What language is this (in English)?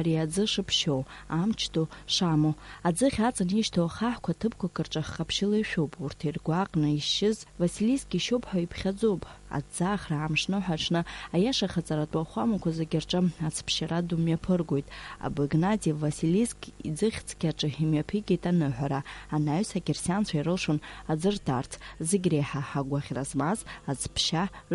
Abkhazian